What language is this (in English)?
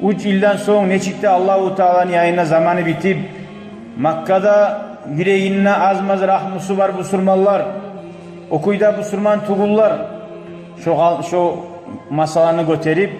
Kumyk